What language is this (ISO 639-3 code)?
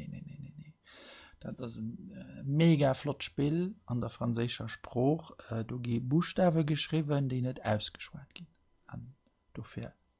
ltz